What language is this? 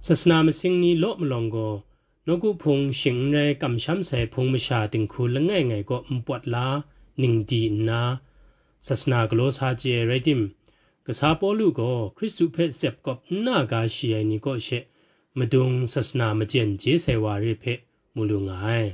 Kachin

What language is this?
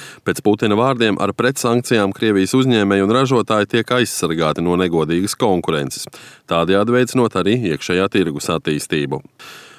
Latvian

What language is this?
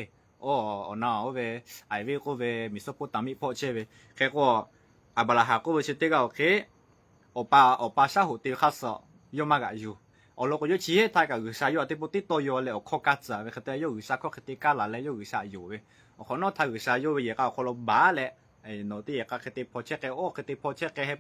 Lahu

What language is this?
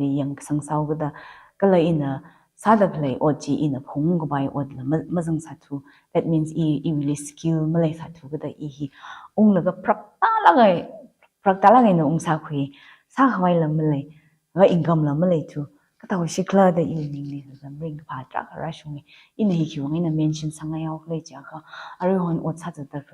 Tangkhul Naga (India)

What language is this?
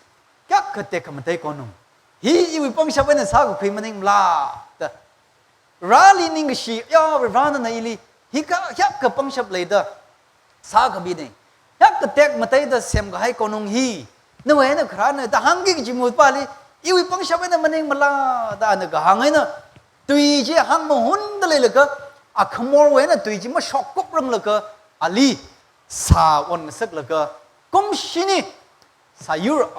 Tangkhul Naga (India)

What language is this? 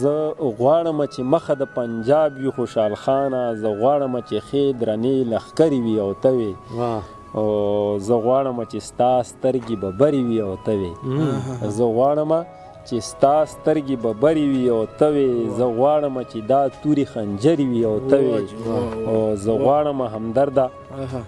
Pashto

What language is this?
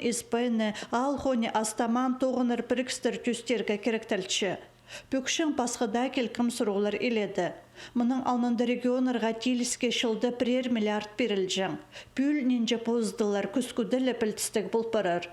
Khakas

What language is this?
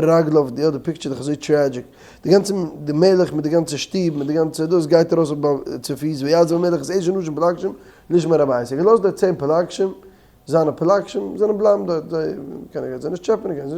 Yiddish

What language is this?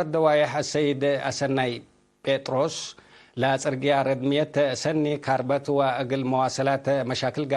Tigre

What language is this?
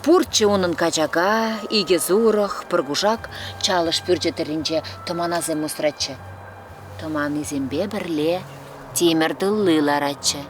Chuvash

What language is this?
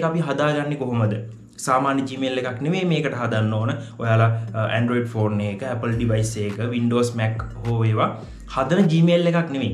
Sinhala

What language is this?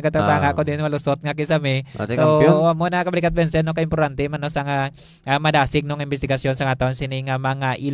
Hiligaynon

